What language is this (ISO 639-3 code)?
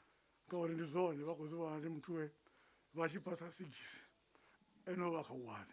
ven